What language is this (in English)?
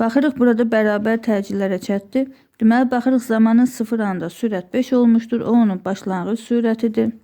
Azerbaijani